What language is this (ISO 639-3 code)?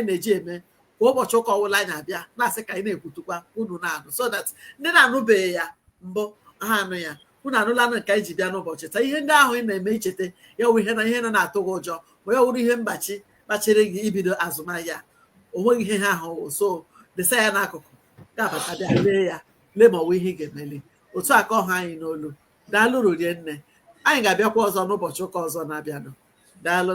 ibo